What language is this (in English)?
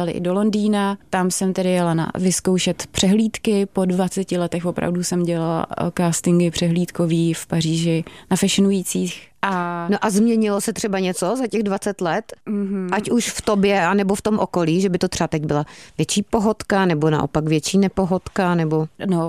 Czech